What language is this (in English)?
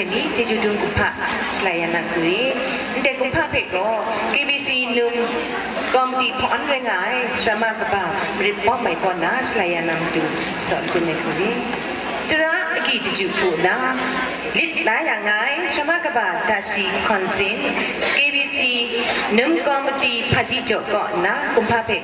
Kachin